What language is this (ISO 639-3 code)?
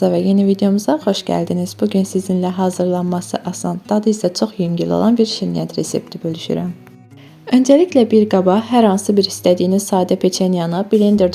aze